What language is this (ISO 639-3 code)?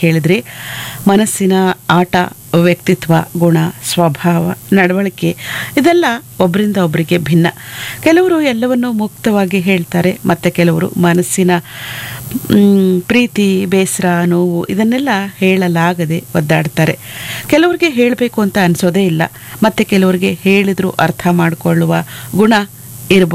kan